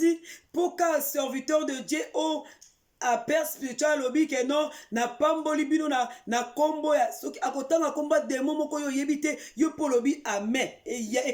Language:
Lingala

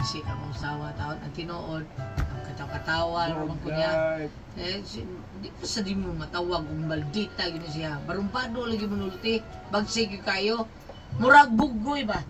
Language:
Cebuano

